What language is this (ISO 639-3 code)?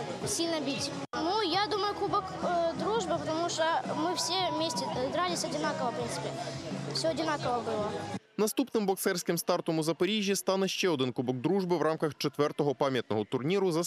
ukr